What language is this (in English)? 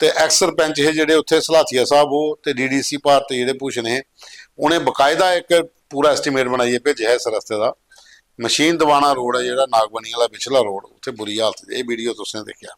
Dogri